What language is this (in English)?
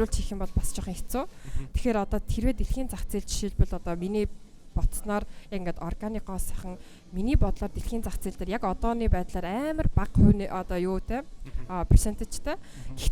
Mongolian